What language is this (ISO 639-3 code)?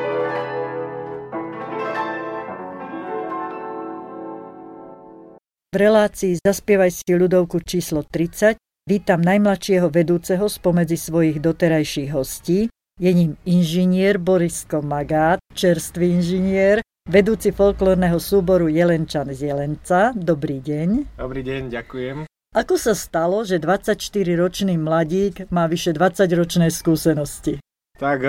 slk